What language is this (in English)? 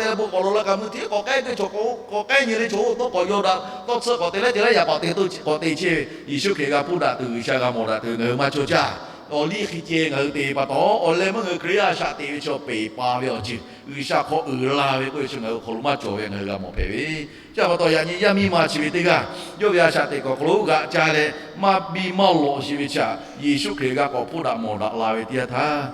Lahu